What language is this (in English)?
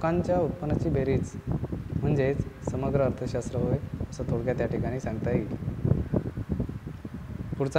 Marathi